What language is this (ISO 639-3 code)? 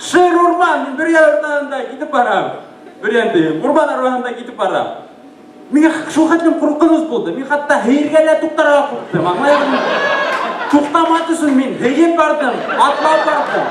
bak